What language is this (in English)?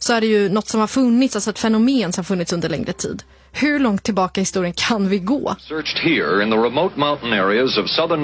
Swedish